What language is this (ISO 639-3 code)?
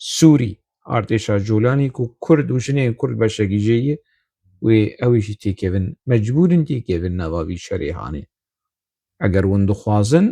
kur